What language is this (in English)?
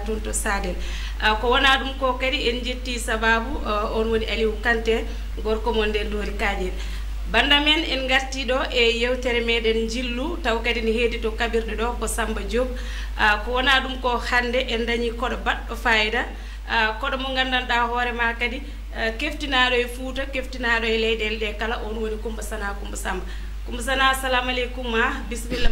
Fula